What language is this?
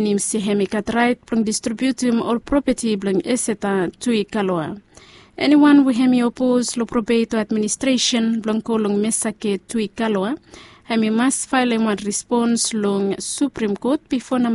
Bislama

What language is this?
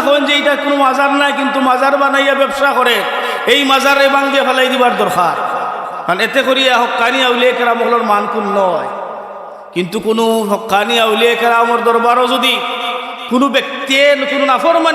Sylheti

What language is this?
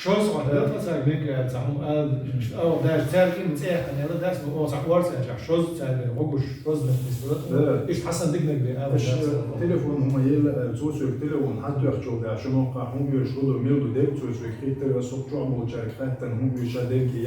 Chechen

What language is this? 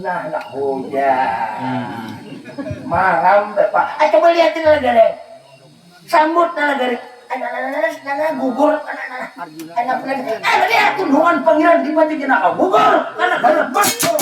Banjar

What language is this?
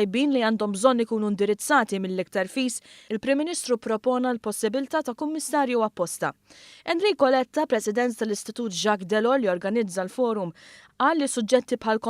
Maltese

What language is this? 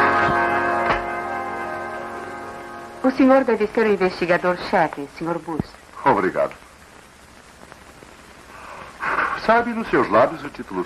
Portuguese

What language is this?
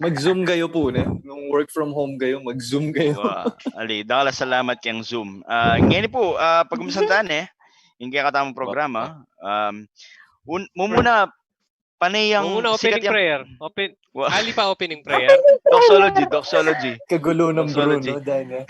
Pampanga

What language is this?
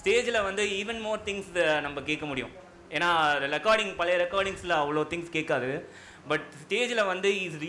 Tamil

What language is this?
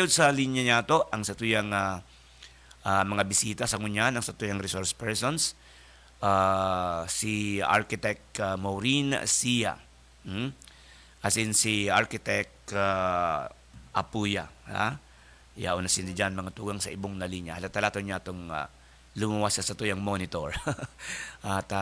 Bikol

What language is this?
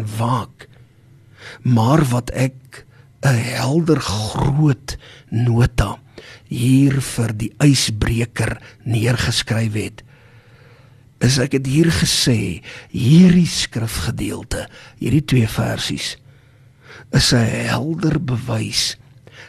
Afrikaans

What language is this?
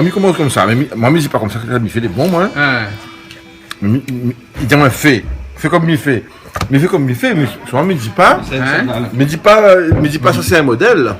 Réunion Creole French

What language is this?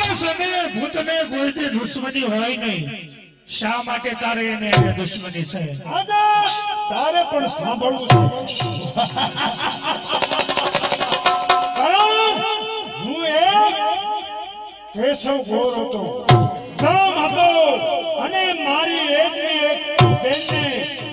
Gujarati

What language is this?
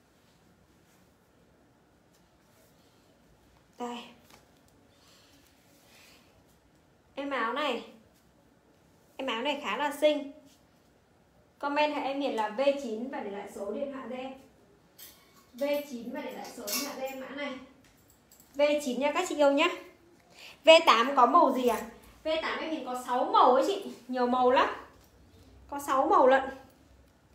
Vietnamese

